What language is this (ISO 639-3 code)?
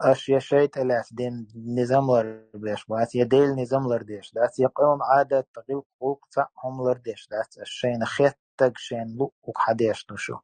che